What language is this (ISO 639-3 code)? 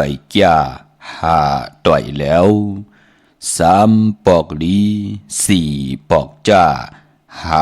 shn